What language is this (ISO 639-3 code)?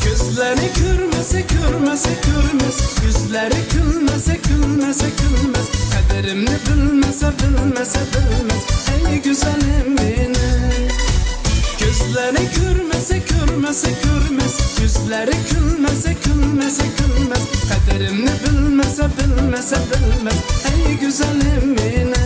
uig